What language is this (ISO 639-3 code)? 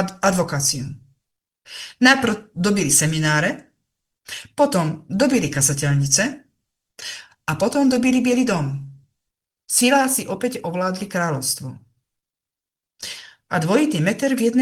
slk